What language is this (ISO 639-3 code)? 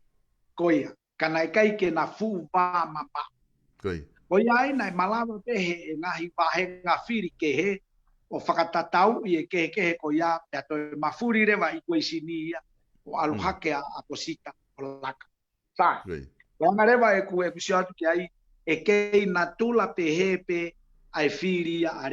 ton